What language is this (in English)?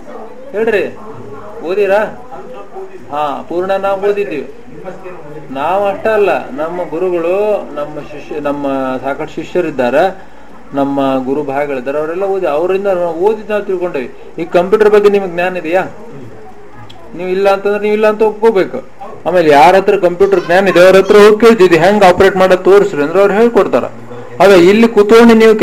Kannada